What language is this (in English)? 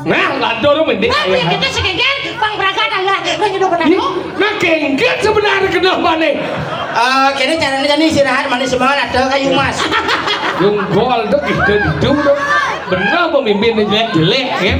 Balinese